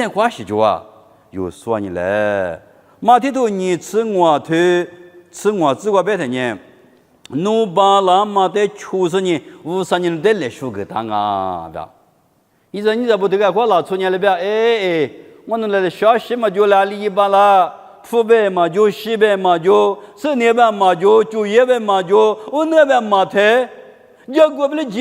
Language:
Lisu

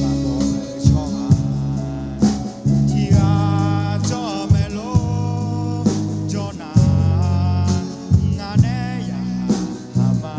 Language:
Akha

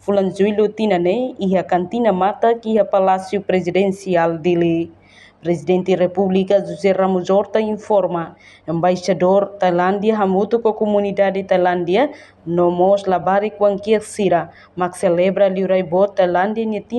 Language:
Tetum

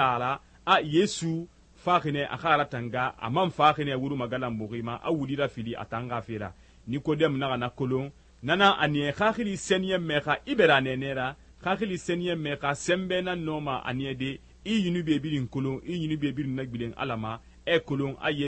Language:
Susu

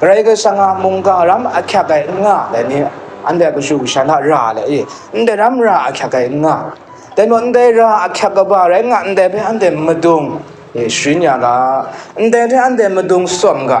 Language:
Kachin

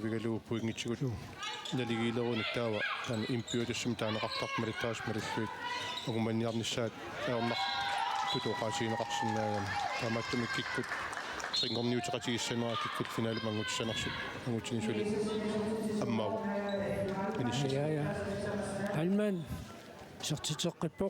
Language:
Kalaallisut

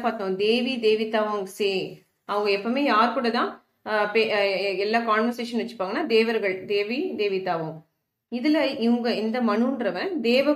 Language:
Tamil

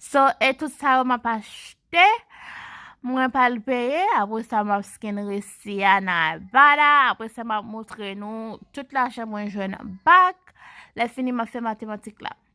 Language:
Haitian Creole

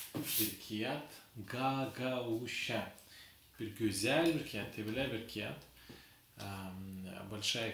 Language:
Gagauz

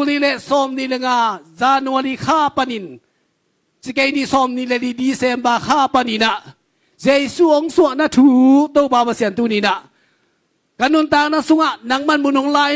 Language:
Tedim Chin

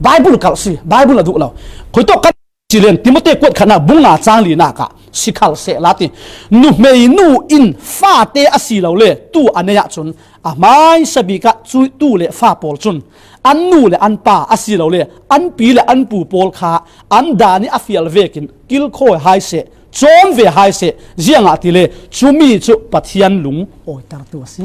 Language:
Falam Chin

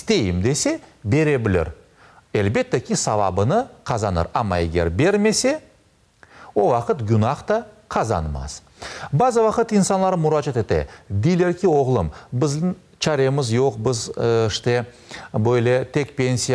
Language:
Crimean Tatar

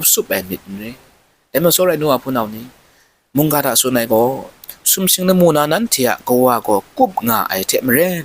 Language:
Kachin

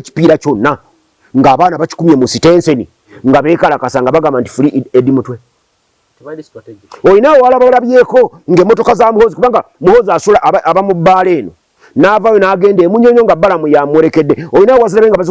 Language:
Ganda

